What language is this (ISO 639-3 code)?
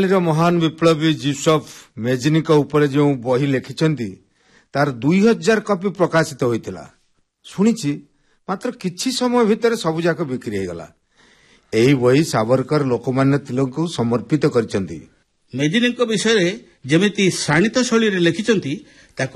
ori